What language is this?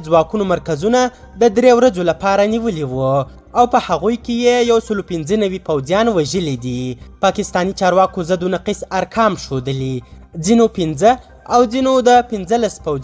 Pashto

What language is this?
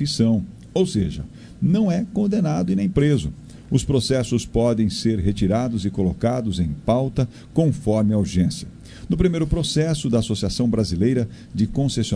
Portuguese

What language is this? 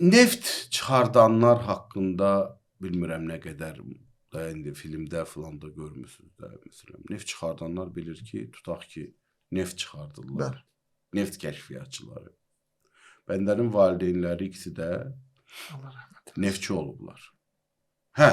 Azerbaijani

